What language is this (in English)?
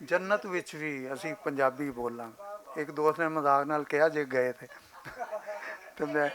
Western Panjabi